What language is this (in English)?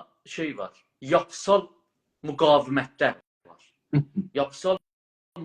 South Azerbaijani